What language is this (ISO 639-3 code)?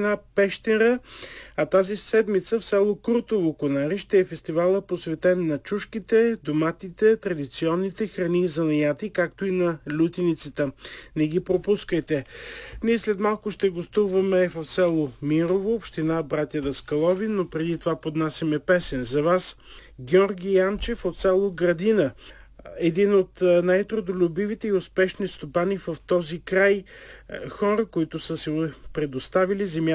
bul